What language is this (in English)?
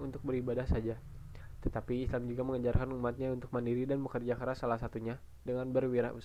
Indonesian